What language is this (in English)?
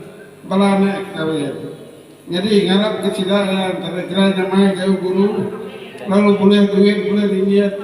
Iban